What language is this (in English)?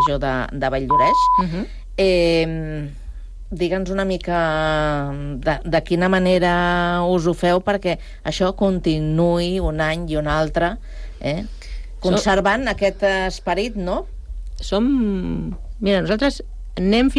Catalan